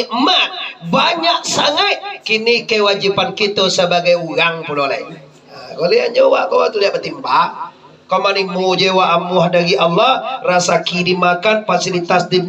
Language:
Minangkabau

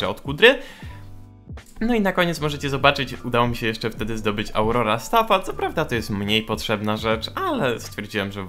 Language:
Polish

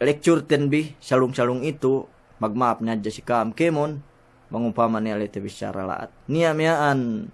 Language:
Yakan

